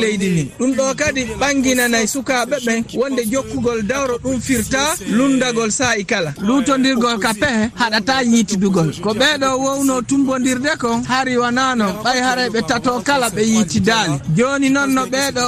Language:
Fula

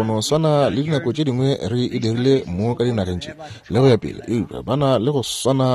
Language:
Northern Sotho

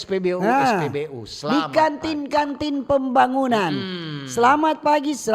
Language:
Manado Malay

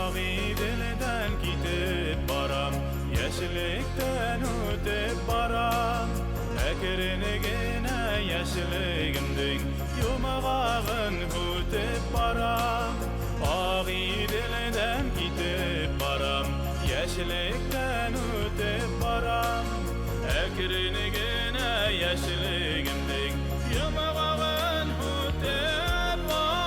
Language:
Bashkir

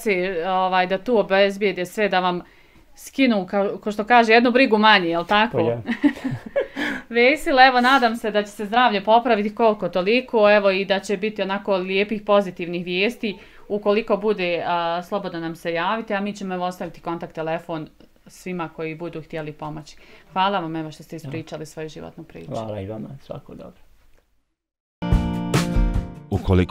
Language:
Bosnian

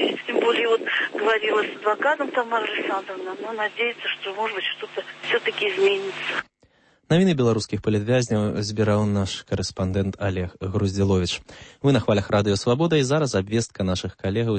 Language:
Belarusian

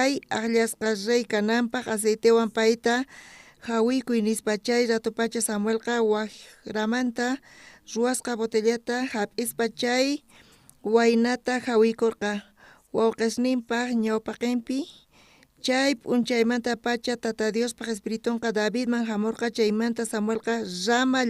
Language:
South Bolivian Quechua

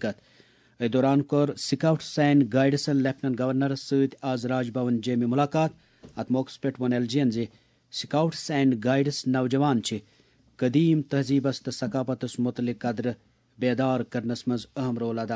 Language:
Kashmiri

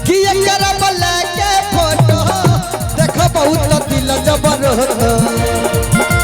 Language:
Maithili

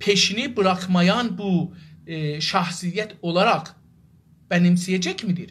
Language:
South Azerbaijani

